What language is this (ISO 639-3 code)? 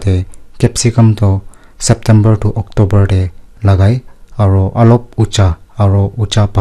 nag